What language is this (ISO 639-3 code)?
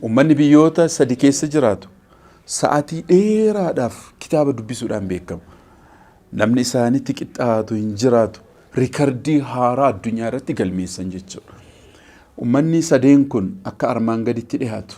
orm